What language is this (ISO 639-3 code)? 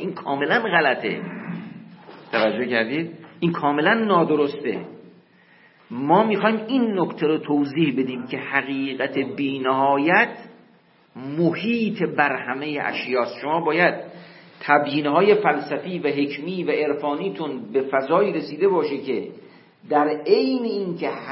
fas